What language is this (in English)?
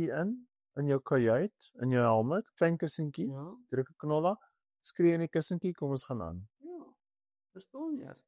Afrikaans